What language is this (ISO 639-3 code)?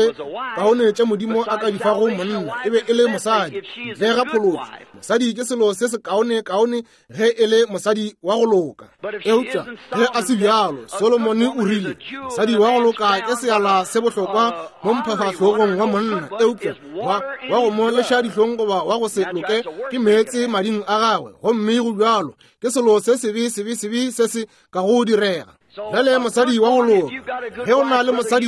nso